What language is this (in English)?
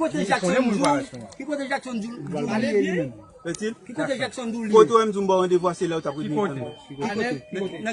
Haitian Creole